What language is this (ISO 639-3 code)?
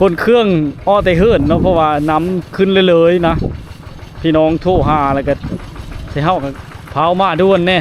lao